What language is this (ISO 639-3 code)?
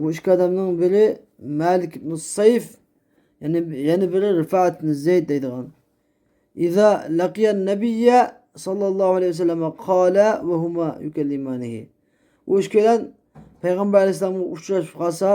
uig